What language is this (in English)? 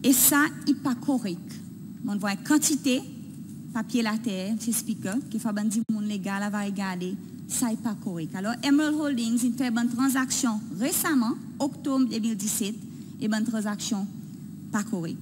Seselwa Creole French